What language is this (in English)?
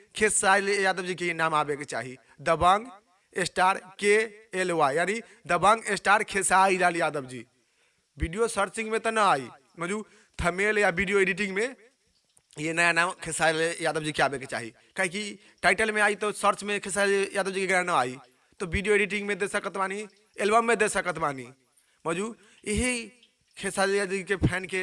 Bhojpuri